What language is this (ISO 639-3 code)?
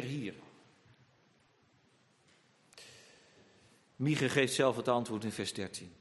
nld